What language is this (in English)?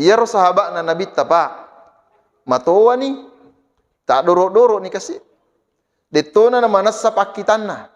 Buginese